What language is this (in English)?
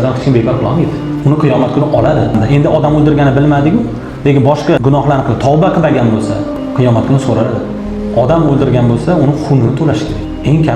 Uzbek